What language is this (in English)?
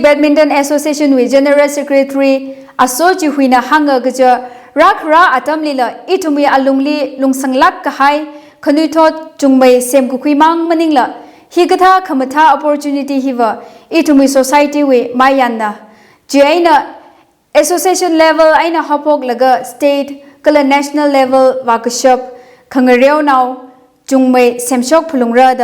Tangkhul Naga (India)